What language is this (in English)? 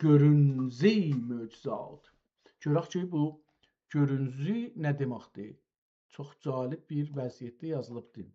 South Azerbaijani